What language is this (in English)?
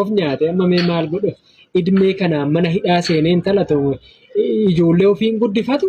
Oromo